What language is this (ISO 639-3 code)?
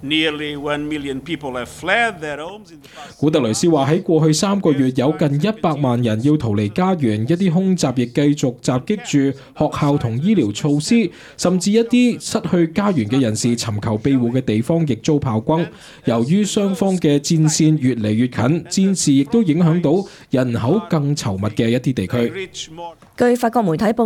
yue